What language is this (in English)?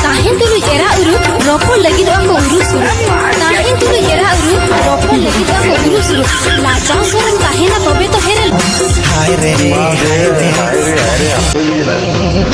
Santali